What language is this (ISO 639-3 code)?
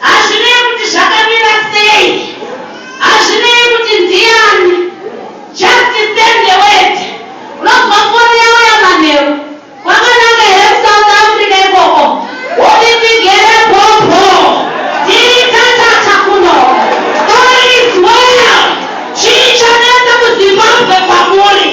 sna